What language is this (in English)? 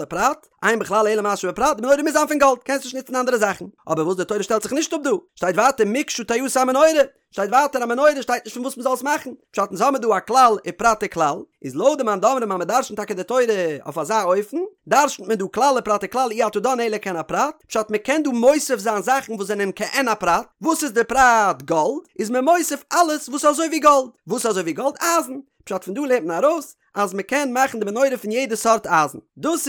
Yiddish